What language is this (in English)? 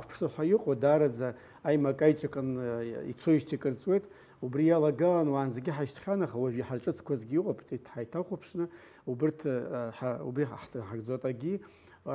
Abkhazian